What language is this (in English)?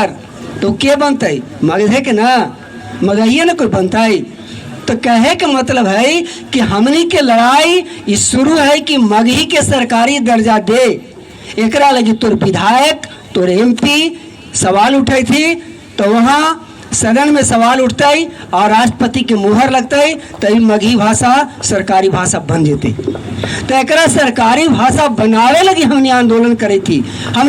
Magahi